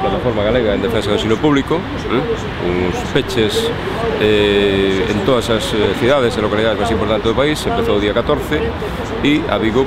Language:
Galician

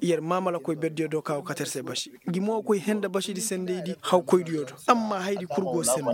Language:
Koyraboro Senni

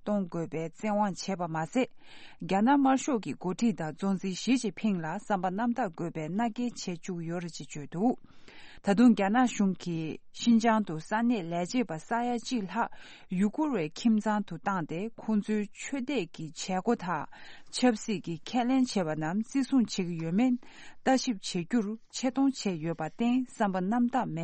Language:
Tibetan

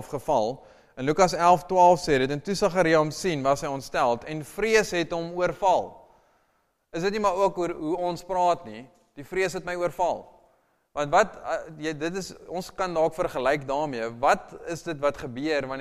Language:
Afrikaans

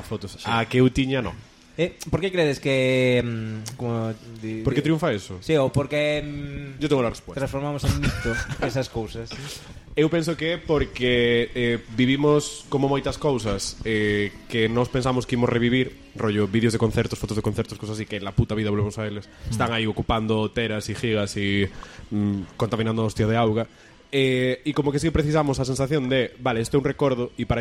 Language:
Galician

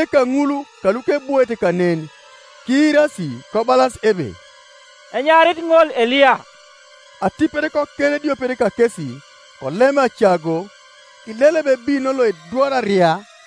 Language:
Teso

